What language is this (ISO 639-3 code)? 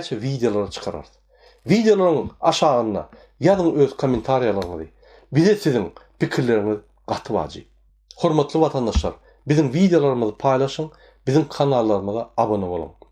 tuk